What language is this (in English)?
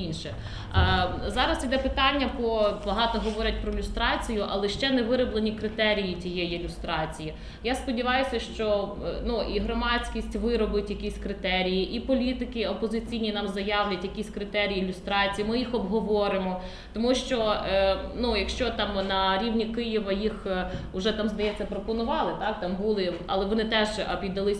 Ukrainian